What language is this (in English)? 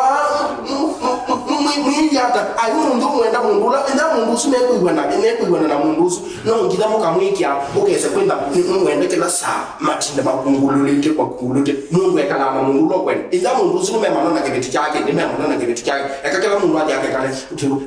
Kamba